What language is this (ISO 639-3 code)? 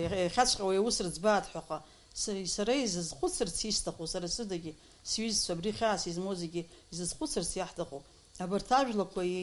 abk